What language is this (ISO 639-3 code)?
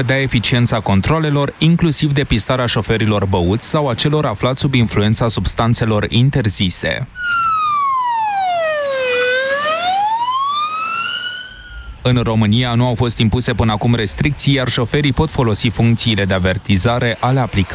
ron